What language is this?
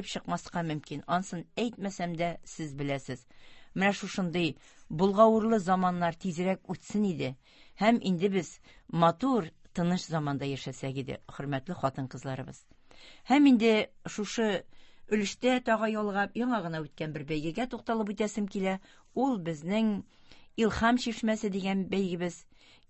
Tatar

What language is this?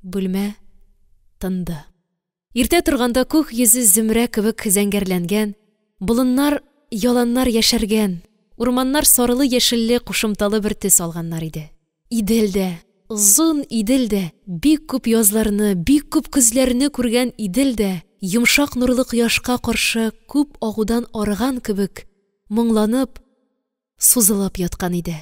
Tatar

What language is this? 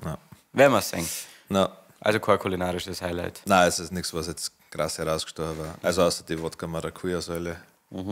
Bavarian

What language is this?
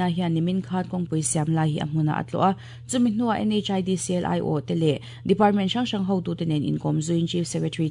Mizo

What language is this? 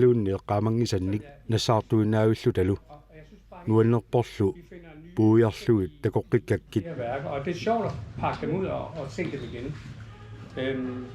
Kalaallisut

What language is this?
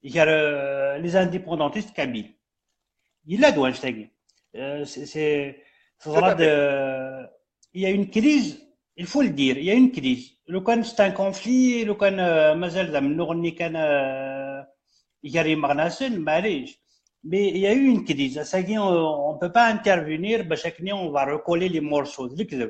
Kabyle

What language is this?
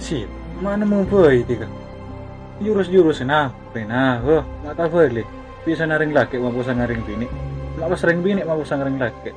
Madurese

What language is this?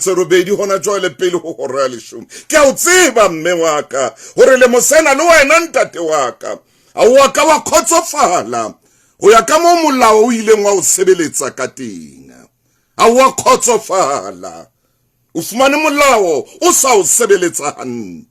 Southern Sotho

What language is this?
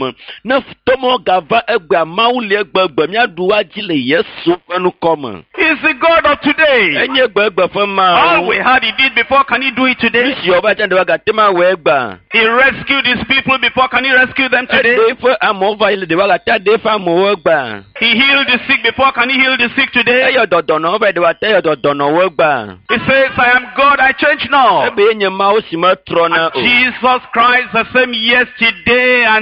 Ewe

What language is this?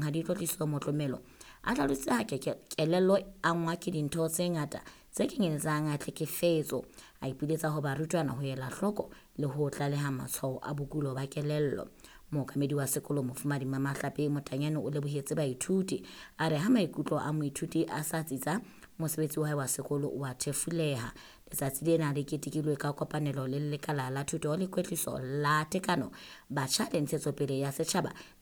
Southern Sotho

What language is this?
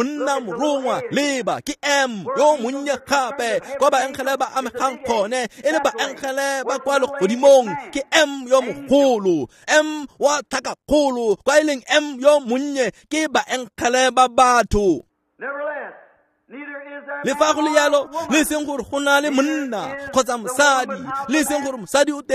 Tswana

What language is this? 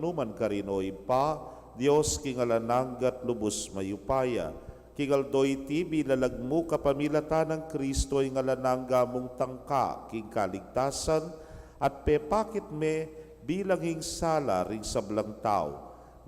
Pampanga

